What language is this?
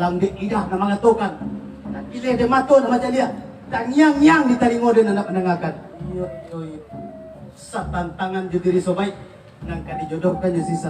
Minangkabau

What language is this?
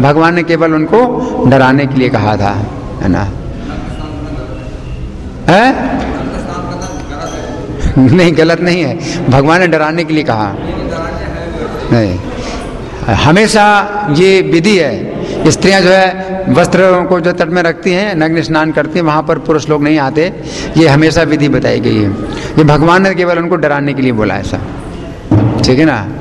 Hindi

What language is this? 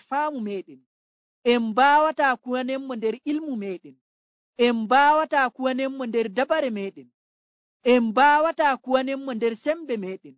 Nigerian Fulfulde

